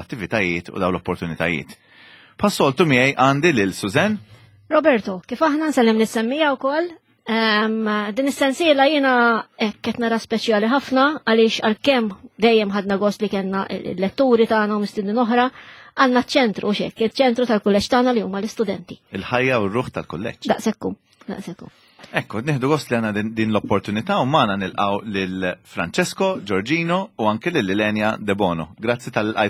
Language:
Maltese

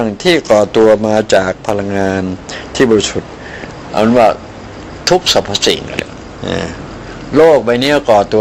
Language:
Thai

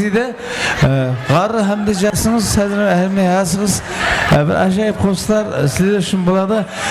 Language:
Kara-Kalpak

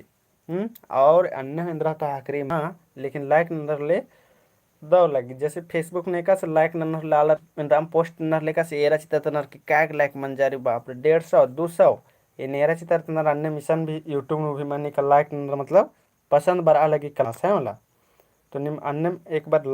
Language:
Kurukh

